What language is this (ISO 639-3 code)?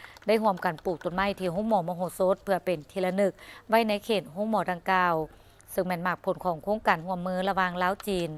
lao